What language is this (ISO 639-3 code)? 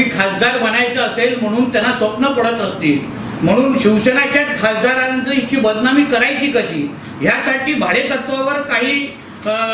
mar